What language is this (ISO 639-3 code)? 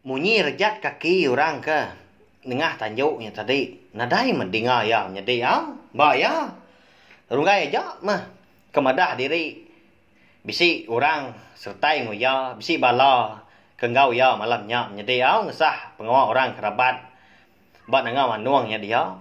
iba